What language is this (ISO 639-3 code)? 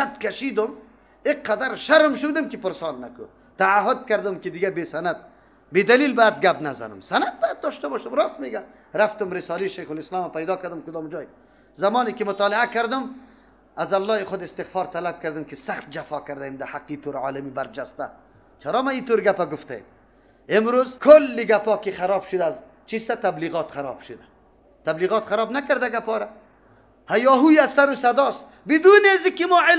fas